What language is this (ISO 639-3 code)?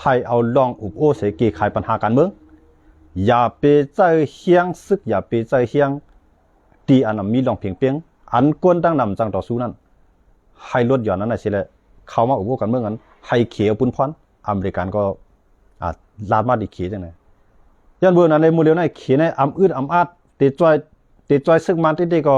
shn